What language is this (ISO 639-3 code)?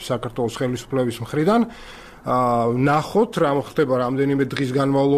kat